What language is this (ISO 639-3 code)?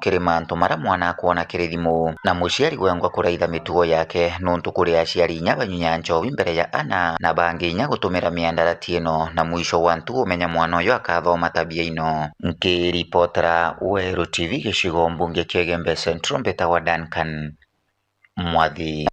mer